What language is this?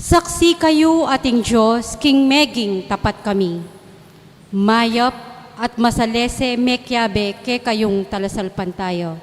Pampanga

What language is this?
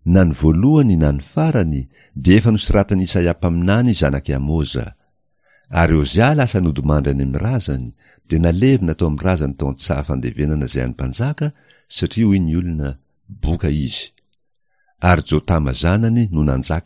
Malagasy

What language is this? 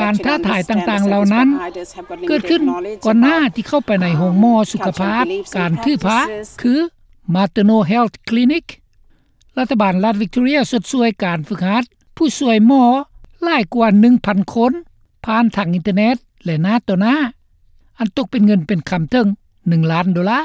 Lao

